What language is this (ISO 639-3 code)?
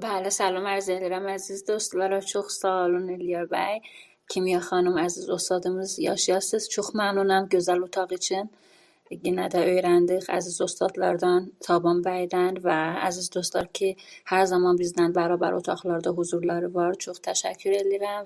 azb